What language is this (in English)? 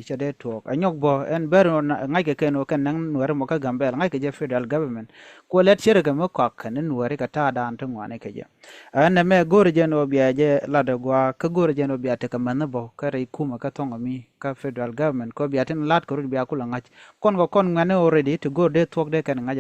Nuer